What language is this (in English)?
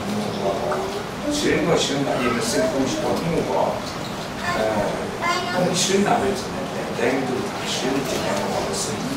Kachin